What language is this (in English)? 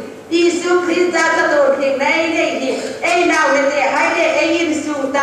Hmar